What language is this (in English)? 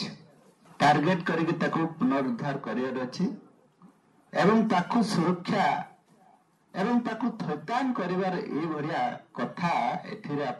Odia